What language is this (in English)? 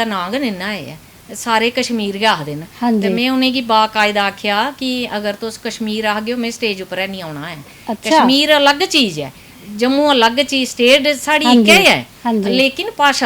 Dogri